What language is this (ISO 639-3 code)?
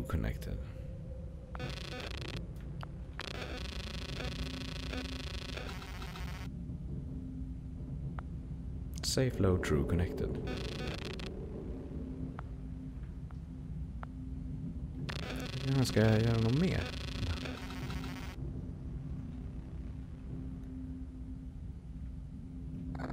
swe